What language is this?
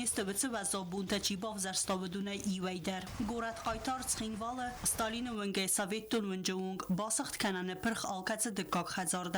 Ossetic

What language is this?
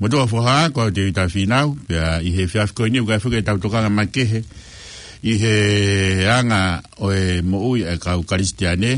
Tongan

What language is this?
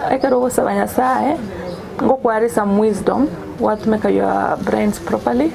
Gusii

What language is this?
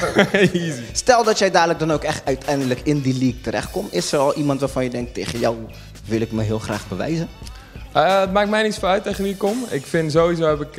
Dutch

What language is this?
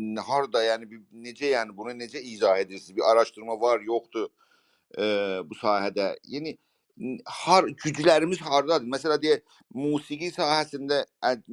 South Azerbaijani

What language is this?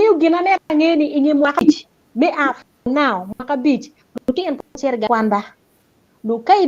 Acoli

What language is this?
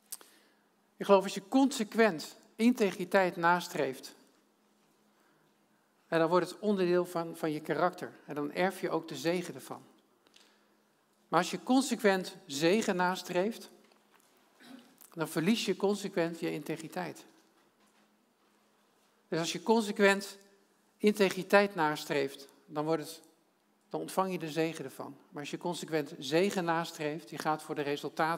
Dutch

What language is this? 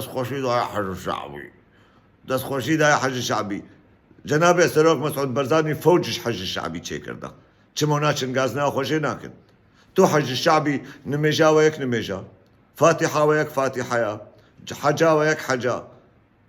Kurdish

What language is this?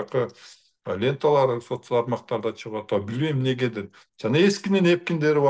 Kyrgyz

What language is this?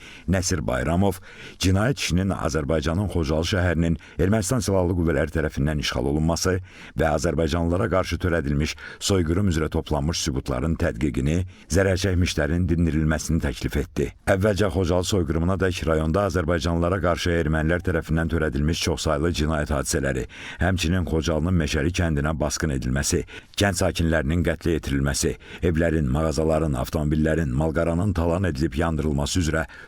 Azerbaijani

